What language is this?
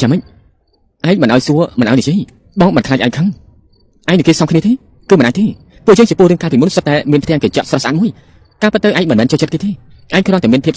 Khmer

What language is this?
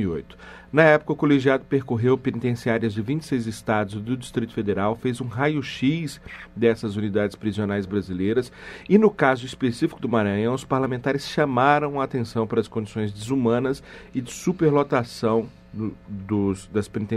Portuguese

